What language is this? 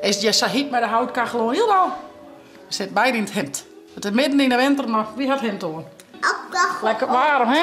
Western Frisian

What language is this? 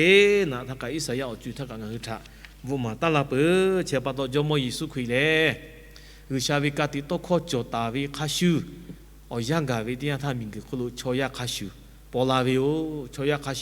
Lahu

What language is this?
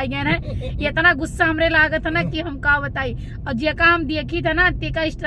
Awadhi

